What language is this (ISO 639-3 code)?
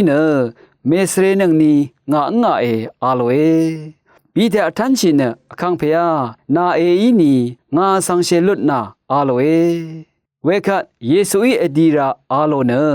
raw